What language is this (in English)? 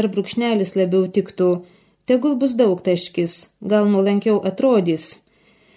Lithuanian